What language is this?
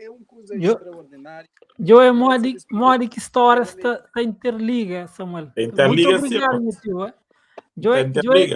Kabuverdianu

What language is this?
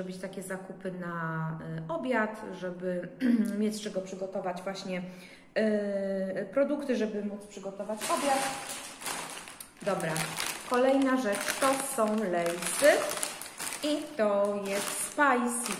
Polish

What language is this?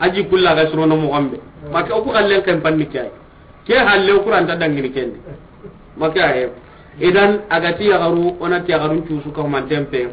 Soninke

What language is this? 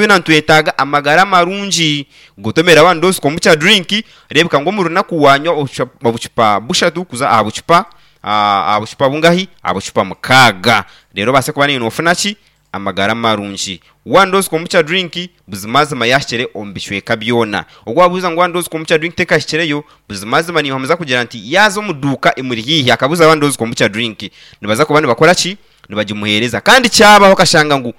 Nyankole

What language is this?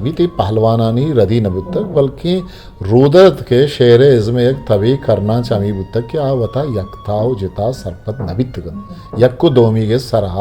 Eastern Balochi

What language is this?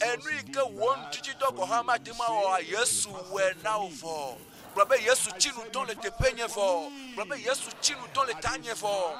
Ewe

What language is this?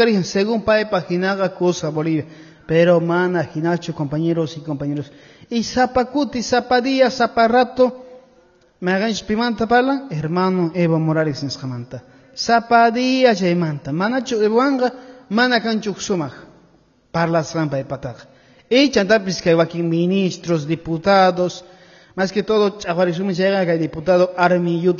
Quechua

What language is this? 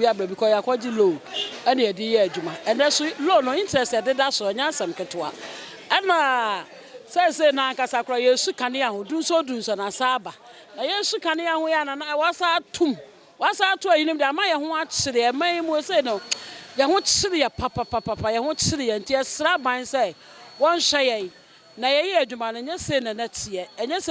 Akan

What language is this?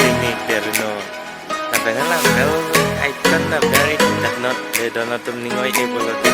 Karbi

